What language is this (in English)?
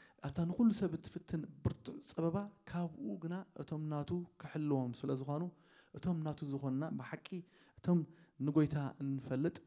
Tigrinya